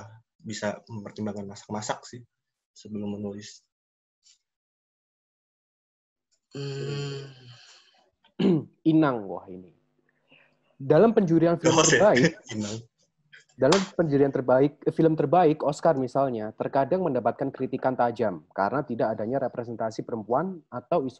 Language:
Indonesian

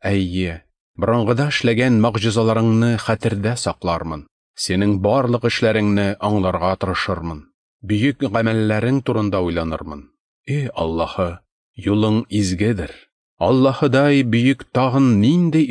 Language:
Tatar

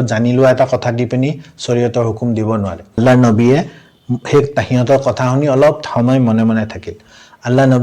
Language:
Assamese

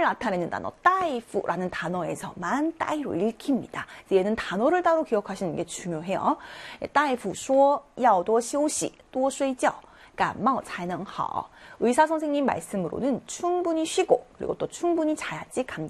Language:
Korean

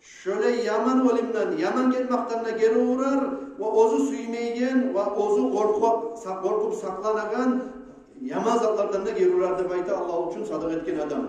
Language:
Kumyk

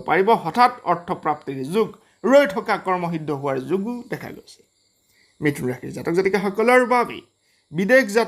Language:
Assamese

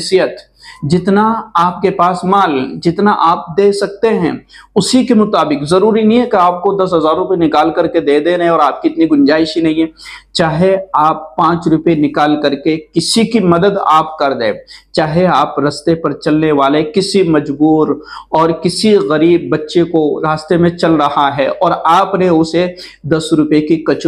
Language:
Urdu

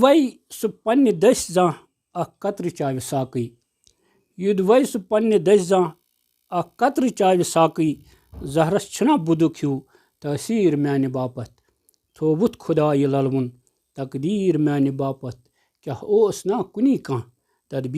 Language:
Kashmiri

